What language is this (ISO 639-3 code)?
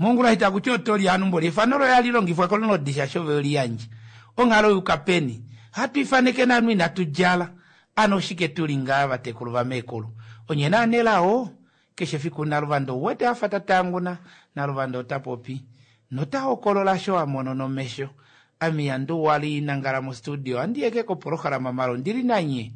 kua